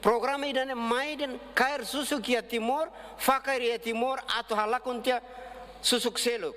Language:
Tetum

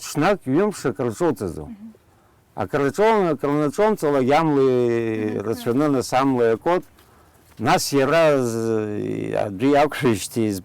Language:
Abkhazian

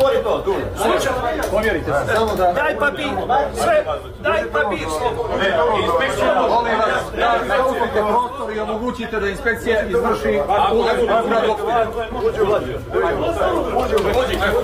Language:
Bosnian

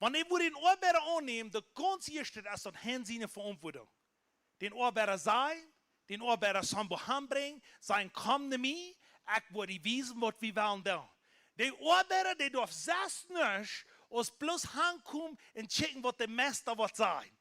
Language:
Plautdietsch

